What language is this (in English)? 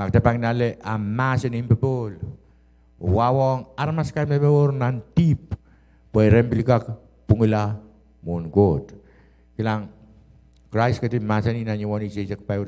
Pohnpeian